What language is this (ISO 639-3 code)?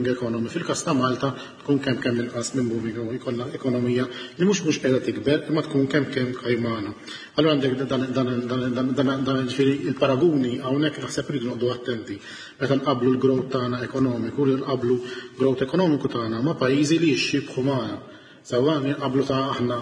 mlt